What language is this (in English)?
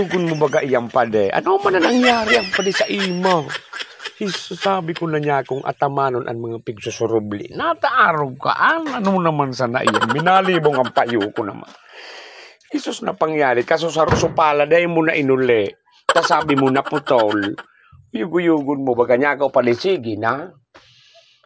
Bikol